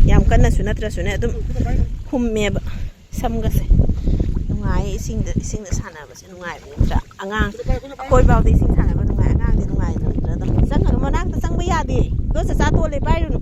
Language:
Manipuri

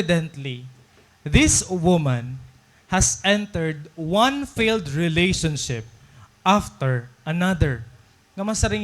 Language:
Waray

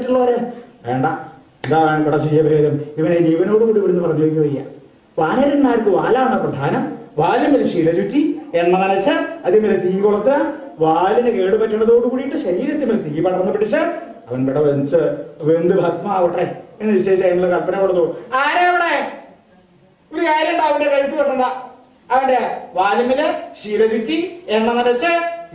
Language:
Malayalam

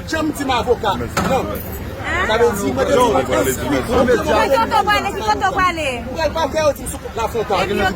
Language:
Haitian Creole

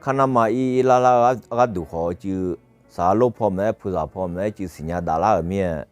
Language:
Akha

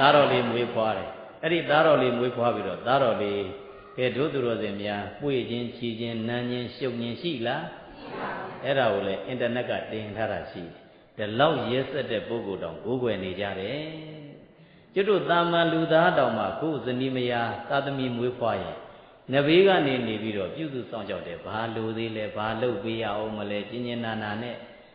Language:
Burmese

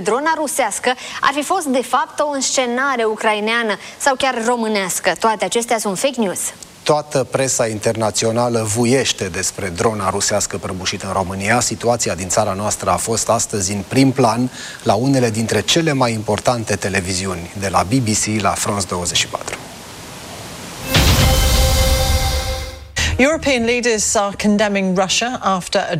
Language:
Romanian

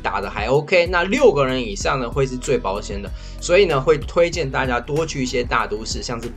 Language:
Chinese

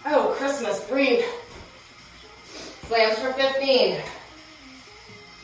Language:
English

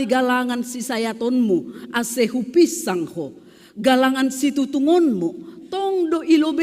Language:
Batak Simalungun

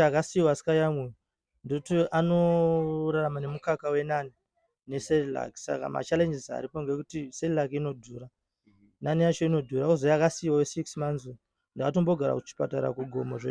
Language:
Shona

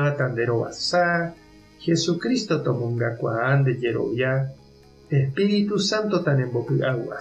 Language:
Guarani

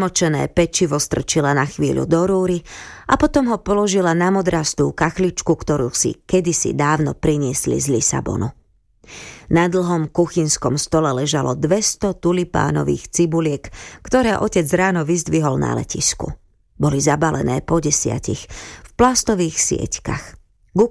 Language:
Slovak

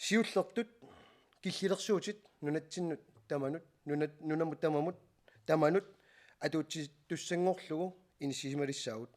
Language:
Kalaallisut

